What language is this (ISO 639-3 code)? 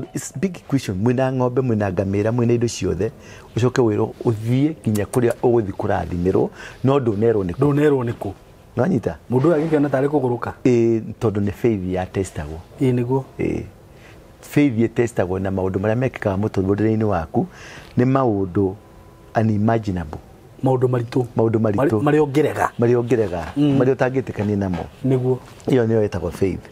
kik